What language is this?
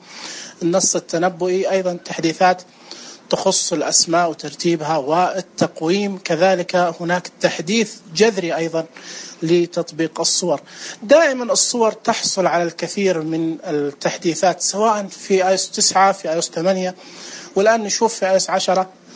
Najdi Arabic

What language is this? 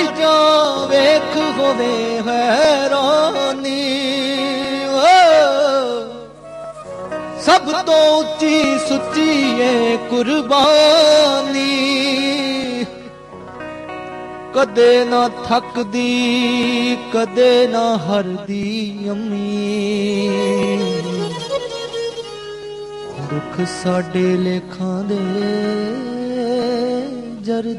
Punjabi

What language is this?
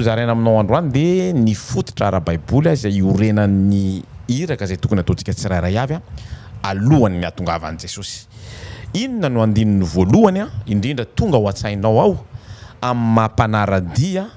Malagasy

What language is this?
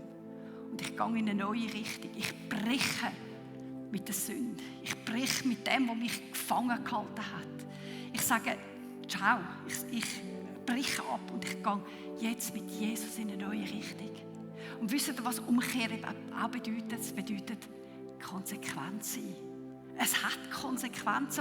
Swiss German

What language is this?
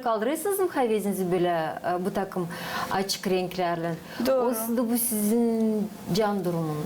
Gagauz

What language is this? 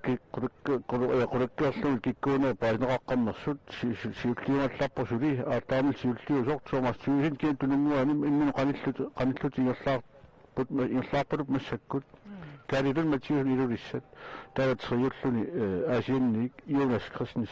Kalaallisut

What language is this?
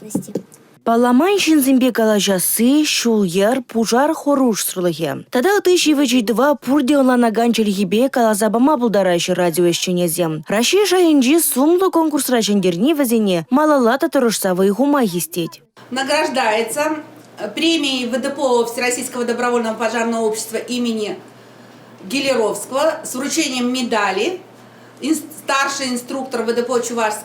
Chuvash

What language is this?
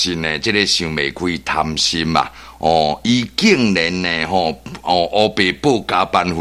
Min Nan Chinese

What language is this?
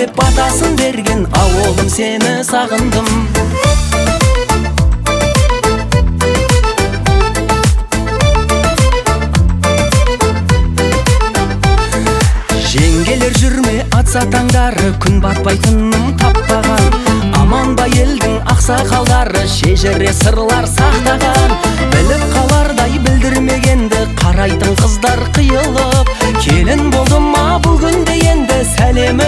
Kazakh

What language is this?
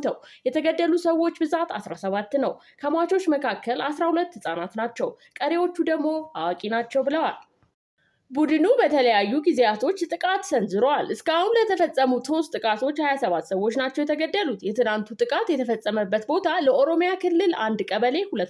Amharic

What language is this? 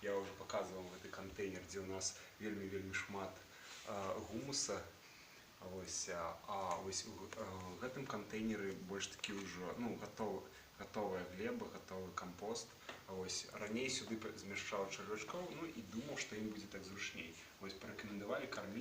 Belarusian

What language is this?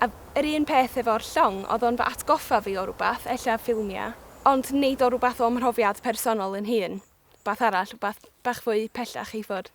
Welsh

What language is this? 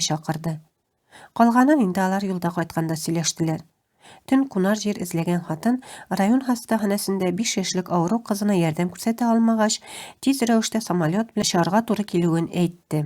Tatar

